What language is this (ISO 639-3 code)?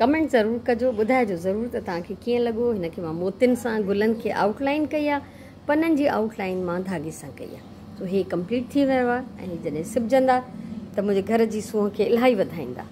snd